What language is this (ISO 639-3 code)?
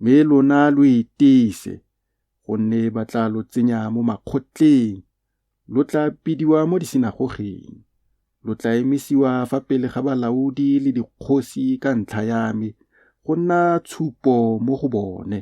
tsn